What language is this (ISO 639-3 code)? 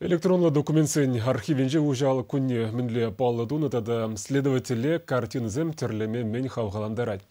chv